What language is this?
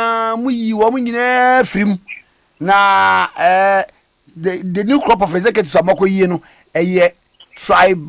Akan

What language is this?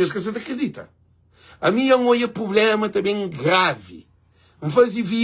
Kabuverdianu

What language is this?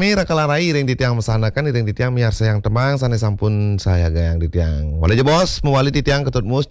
Balinese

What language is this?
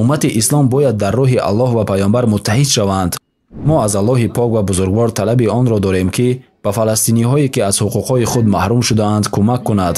Tajik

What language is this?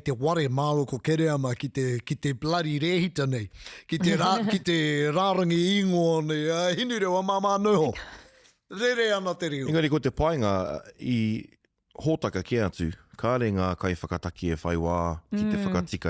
Māori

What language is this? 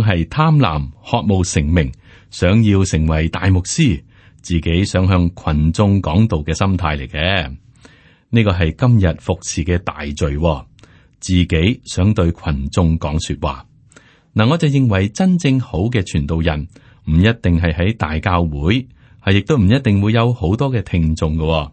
Cantonese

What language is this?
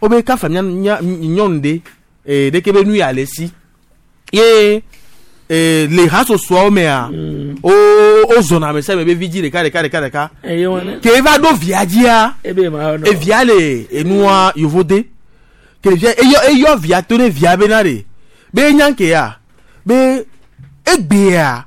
Gen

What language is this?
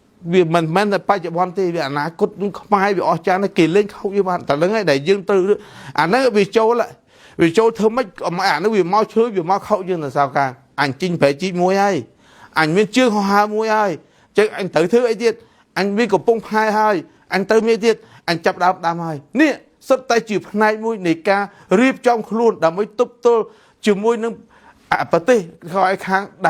Khmer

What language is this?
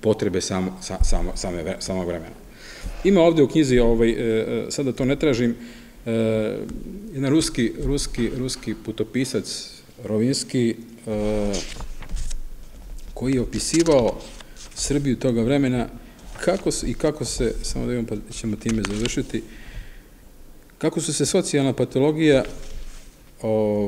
Serbian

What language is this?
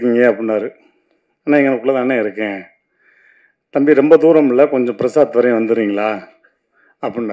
Tamil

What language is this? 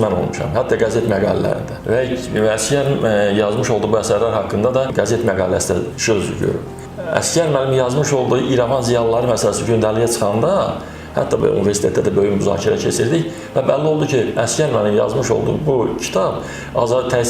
Azerbaijani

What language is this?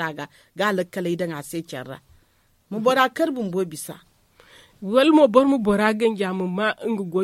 Zarma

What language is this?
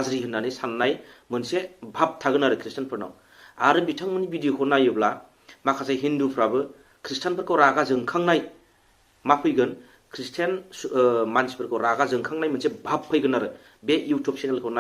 Bodo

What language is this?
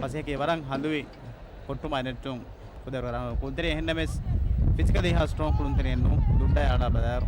Divehi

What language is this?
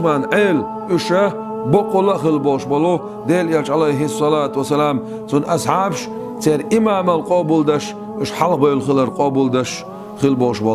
Chechen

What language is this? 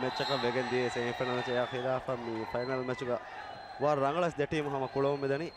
Divehi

